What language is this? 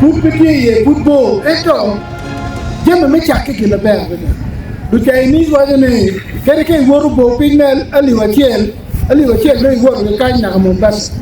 Acoli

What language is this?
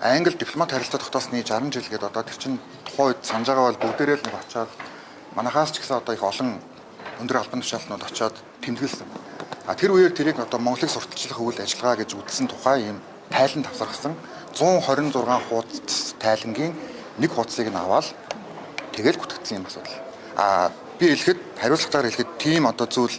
Mongolian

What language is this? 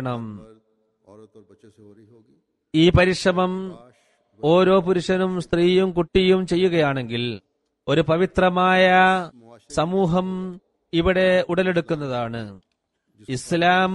Malayalam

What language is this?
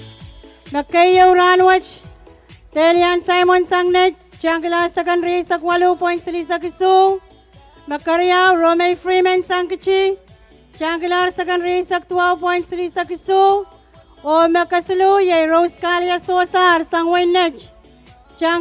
Pohnpeian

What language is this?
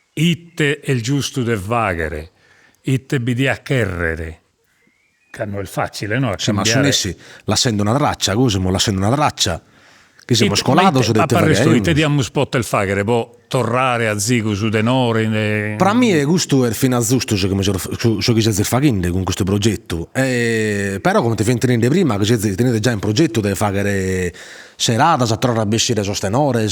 Sardinian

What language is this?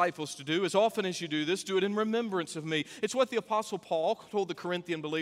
English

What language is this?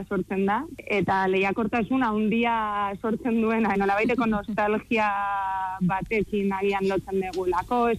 Basque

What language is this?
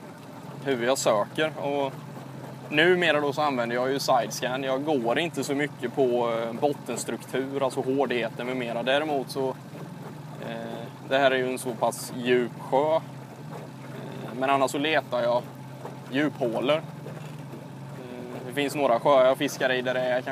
Swedish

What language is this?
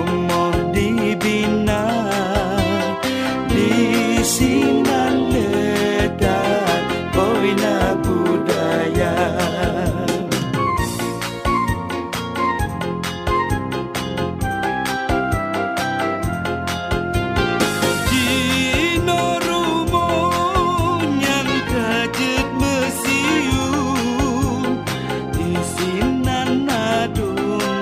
Malay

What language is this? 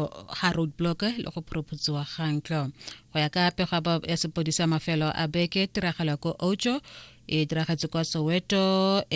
Tswana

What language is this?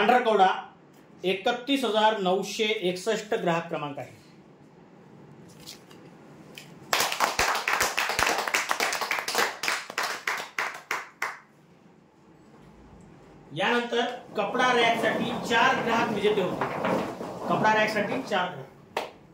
Marathi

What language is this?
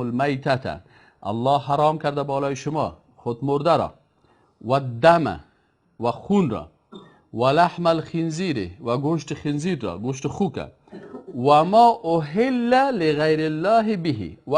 Persian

